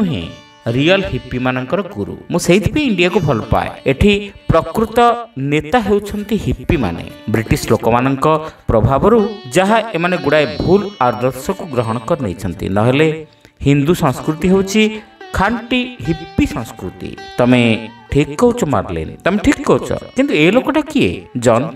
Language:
Odia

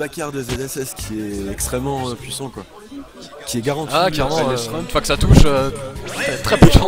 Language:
French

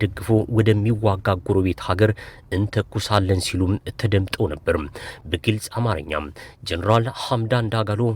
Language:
Amharic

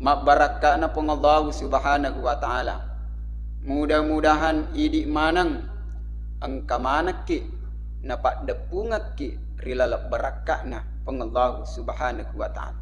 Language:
Buginese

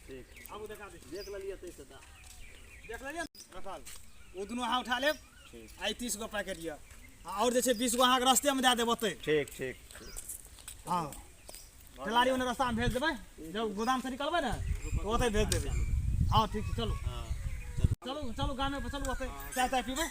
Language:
Maithili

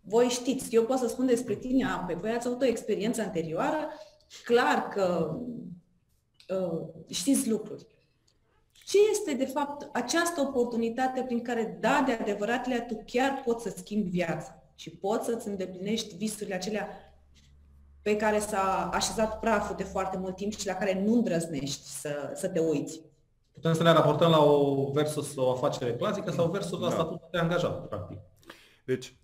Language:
Romanian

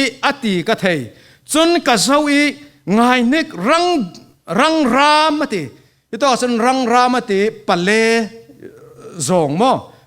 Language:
Falam Chin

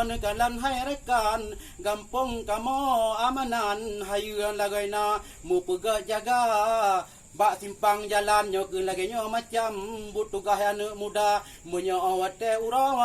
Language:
Achinese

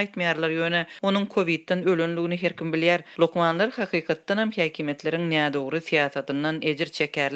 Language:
Turkmen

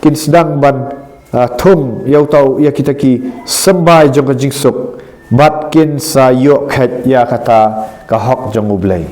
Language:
Khasi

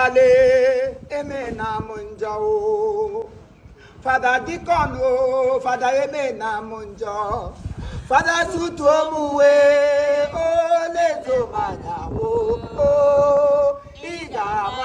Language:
Igbo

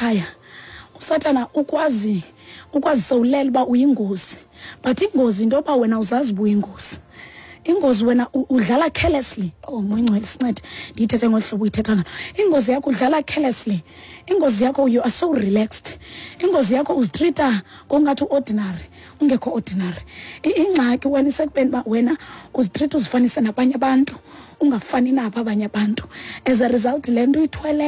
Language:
Xhosa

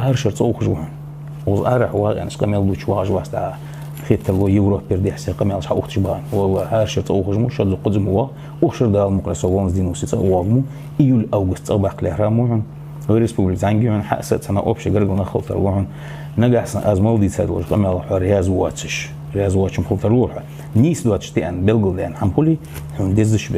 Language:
Ingush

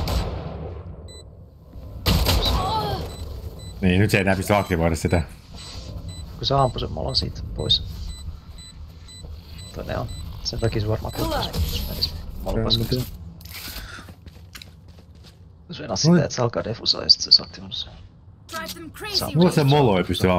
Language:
Finnish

